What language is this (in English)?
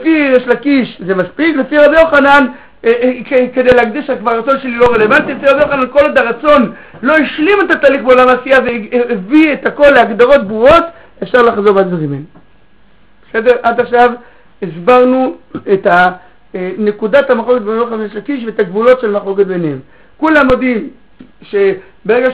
Hebrew